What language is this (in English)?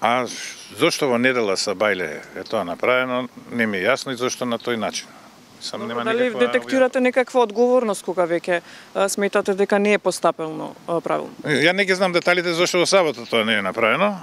Macedonian